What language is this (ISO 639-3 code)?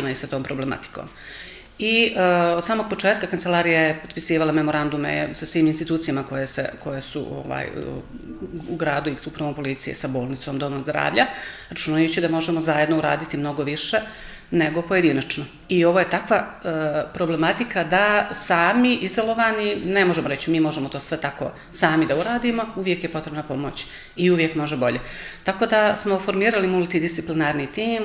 srp